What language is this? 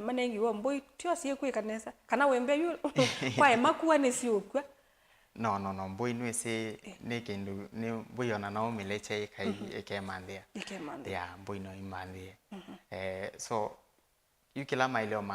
Kamba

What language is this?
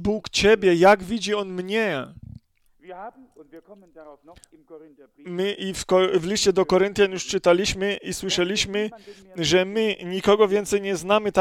Polish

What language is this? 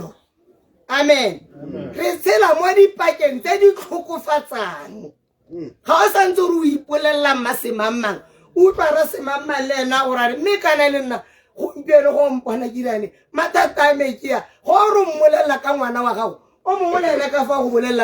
Tswana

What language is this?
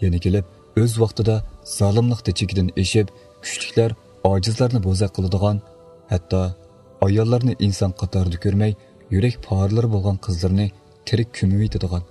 Uyghur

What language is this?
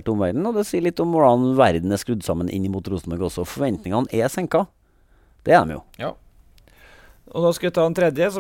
Norwegian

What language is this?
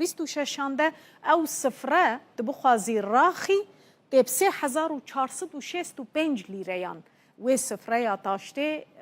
Kurdish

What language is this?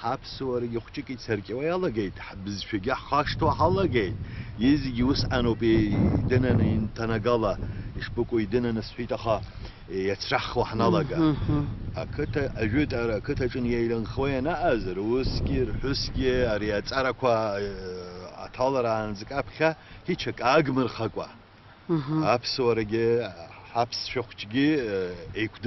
Abkhazian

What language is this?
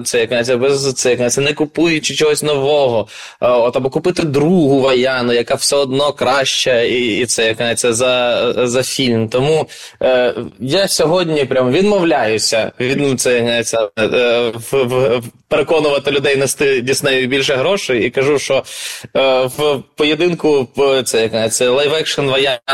Ukrainian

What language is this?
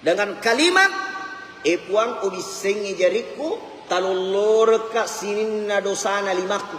Buginese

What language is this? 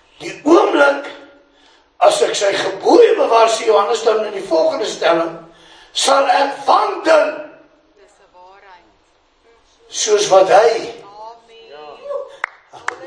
Afrikaans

